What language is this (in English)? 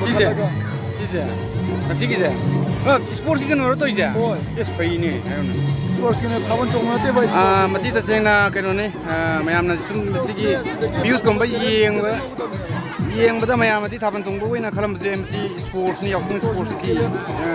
Manipuri